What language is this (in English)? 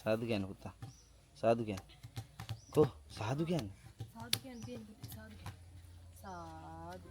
Sinhala